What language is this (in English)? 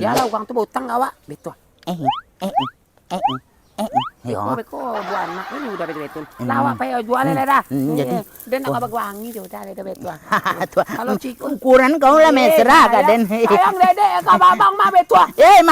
Minangkabau